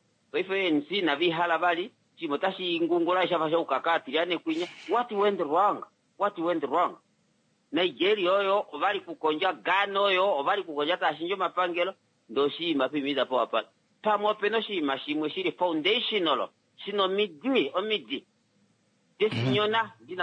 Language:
Kuanyama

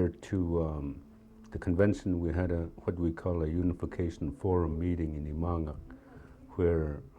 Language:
Central Yupik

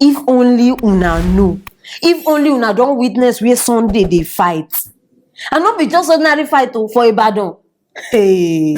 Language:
Nigerian Pidgin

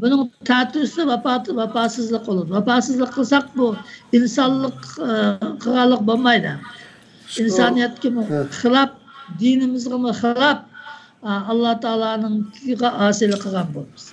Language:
Uyghur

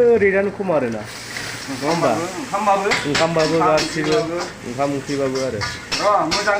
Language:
Bodo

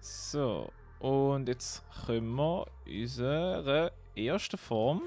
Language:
Swiss German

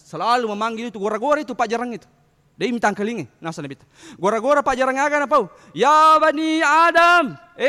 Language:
Buginese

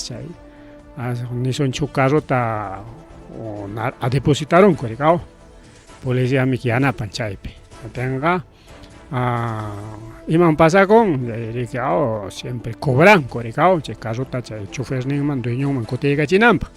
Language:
Ayacucho Quechua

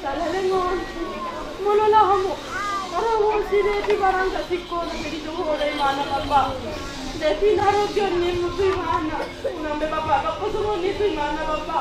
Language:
Batak Toba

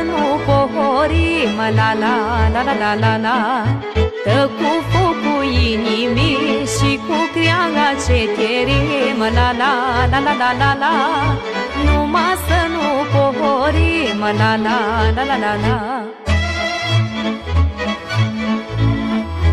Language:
Romanian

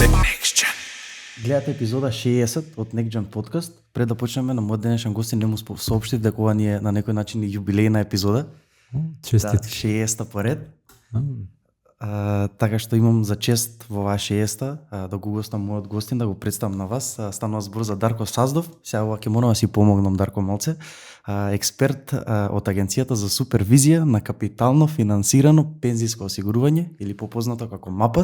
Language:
Macedonian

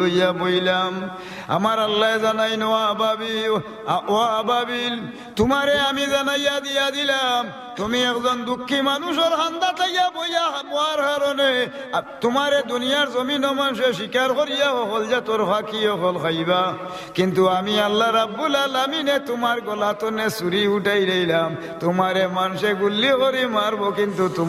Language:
Sylheti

